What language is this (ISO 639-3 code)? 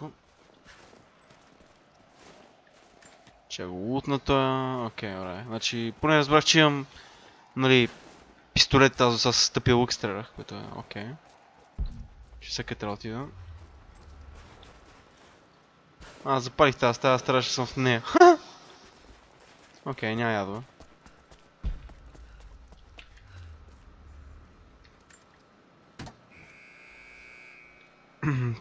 bul